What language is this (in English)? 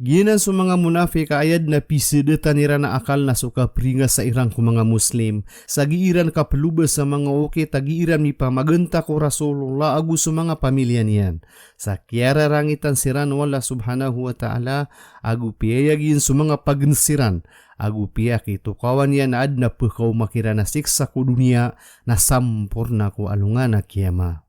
Maranao